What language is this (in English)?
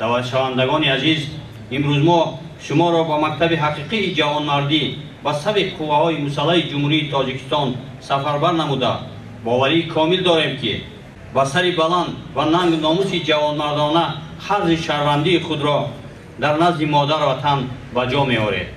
Tajik